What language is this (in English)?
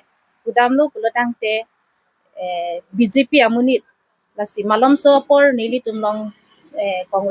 Karbi